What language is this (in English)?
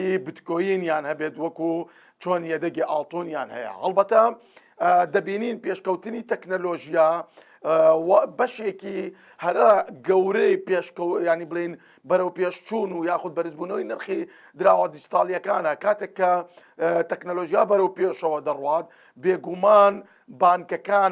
Central Kurdish